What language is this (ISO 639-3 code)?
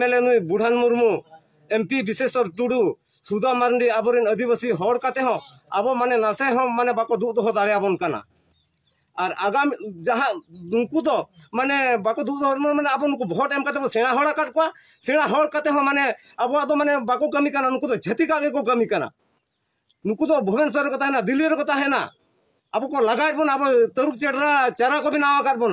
sat